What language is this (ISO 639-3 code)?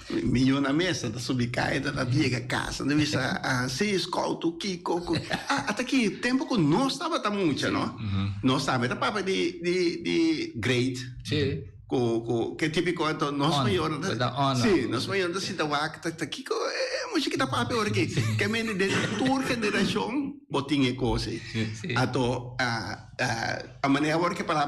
pap